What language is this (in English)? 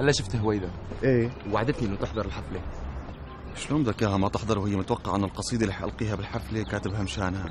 North Levantine Arabic